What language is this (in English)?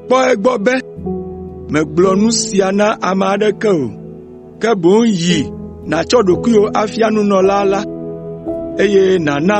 Ewe